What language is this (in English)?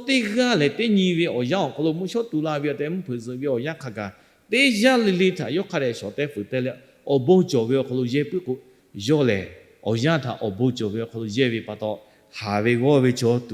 Lahu